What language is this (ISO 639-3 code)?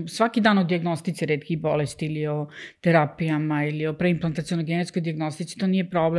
srp